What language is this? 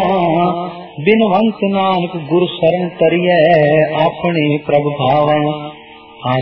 Punjabi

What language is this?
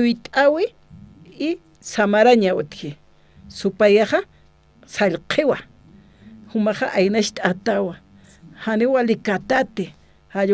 Aymara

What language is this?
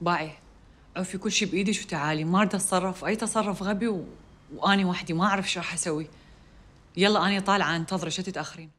Mesopotamian Arabic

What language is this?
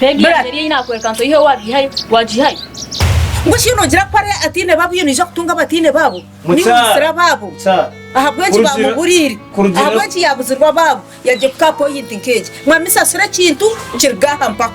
Nyankole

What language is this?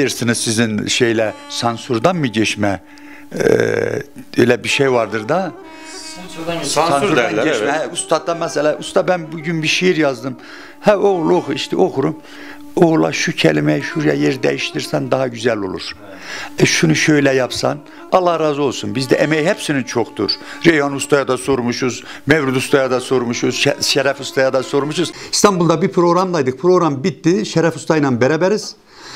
Turkish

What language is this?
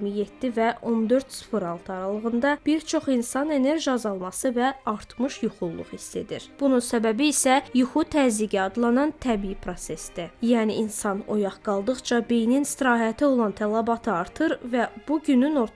Azerbaijani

